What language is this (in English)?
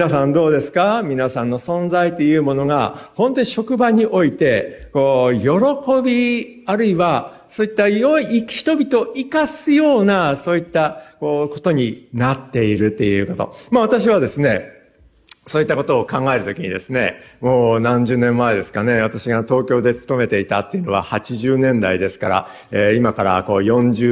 Japanese